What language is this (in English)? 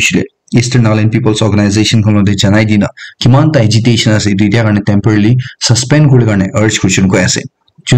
Naga Pidgin